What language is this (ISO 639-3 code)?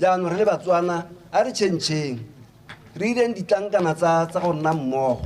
tsn